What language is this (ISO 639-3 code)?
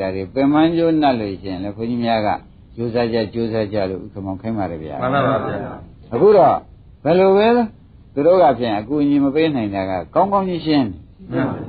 mya